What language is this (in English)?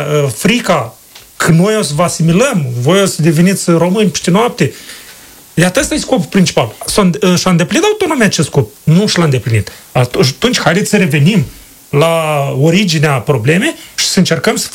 Romanian